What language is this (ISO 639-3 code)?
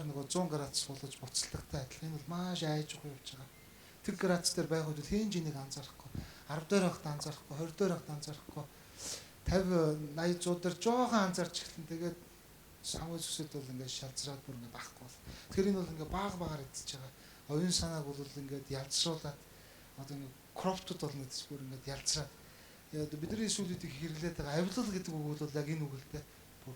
mon